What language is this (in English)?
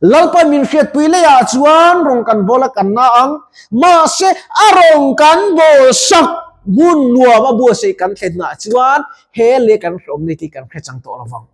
Mizo